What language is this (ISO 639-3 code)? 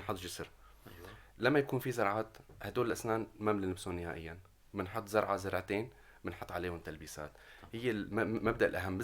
apc